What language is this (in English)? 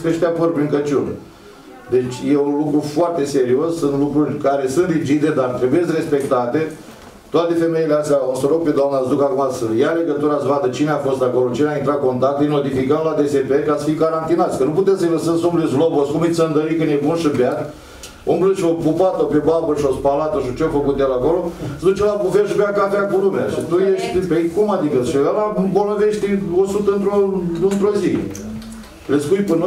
Romanian